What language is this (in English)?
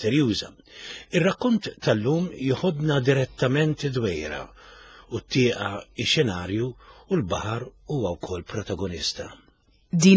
Maltese